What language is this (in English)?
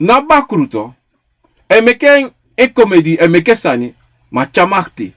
Sranan Tongo